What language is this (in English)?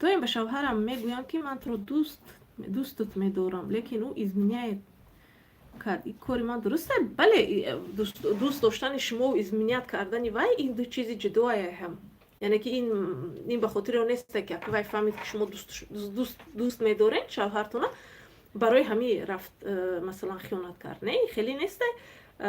Tajik